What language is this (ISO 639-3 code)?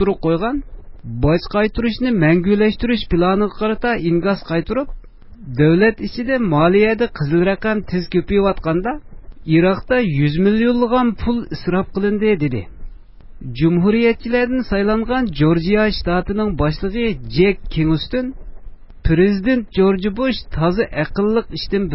uig